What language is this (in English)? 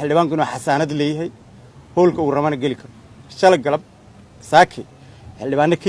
Somali